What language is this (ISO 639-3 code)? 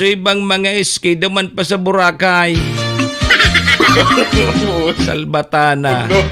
bik